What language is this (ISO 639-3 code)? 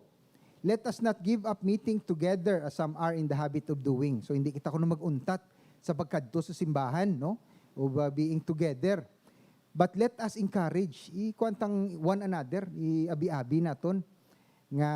hil